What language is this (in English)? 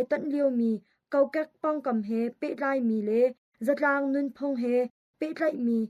Hakha Chin